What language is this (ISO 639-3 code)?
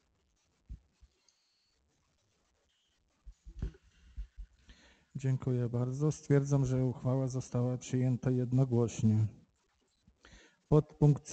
pol